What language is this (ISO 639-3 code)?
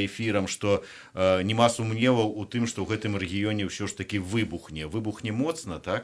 bel